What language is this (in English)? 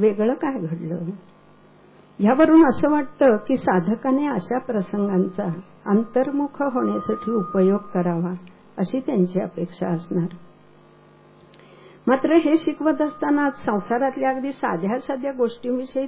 Marathi